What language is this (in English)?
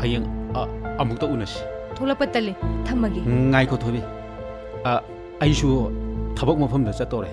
Manipuri